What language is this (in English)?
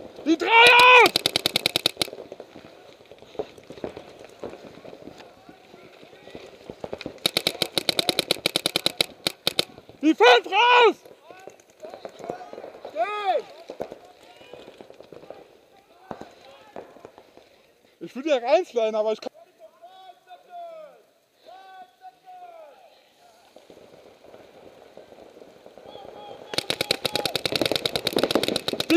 German